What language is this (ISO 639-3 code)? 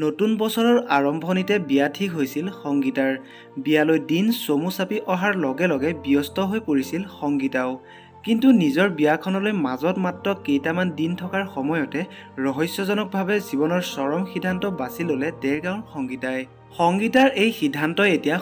asm